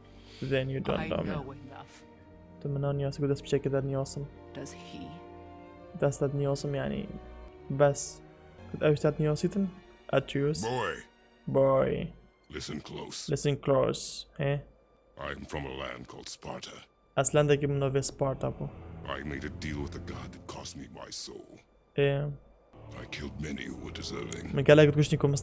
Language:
Kurdish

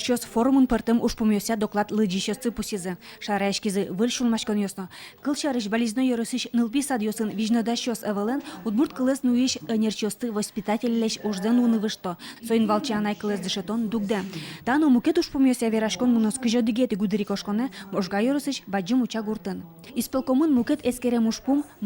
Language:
Udmurt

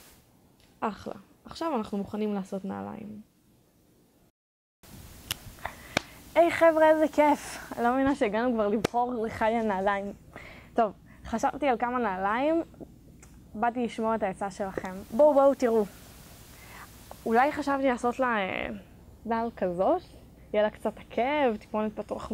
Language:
Hebrew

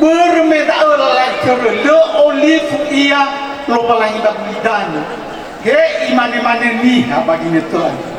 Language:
Nias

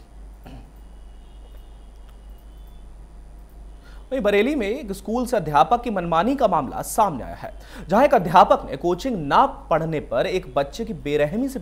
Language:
Hindi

